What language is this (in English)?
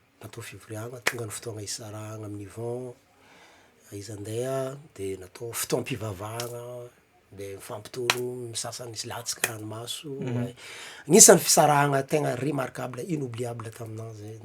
Malagasy